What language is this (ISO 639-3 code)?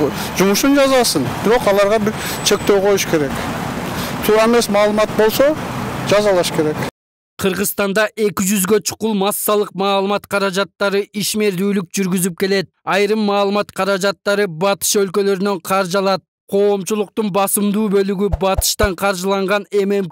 kir